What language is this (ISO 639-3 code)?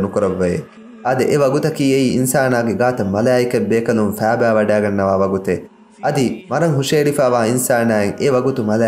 div